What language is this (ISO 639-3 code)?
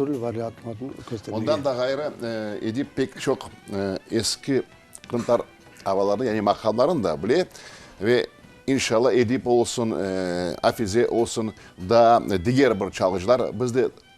crh